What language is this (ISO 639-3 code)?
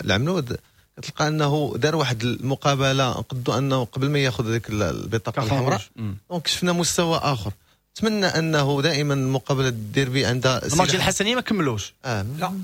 ary